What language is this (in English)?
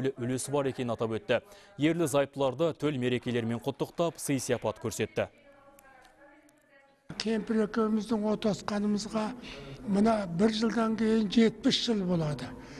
Kazakh